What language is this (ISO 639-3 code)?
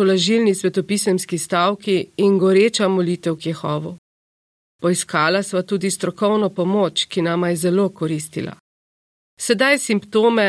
slv